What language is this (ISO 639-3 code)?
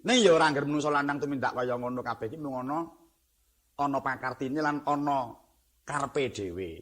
jav